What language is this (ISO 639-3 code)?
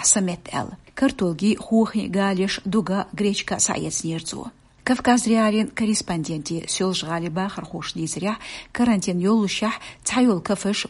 che